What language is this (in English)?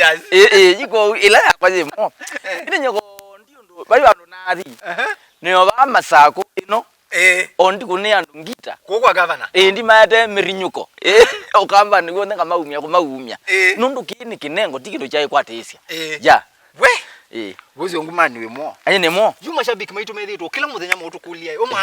Kamba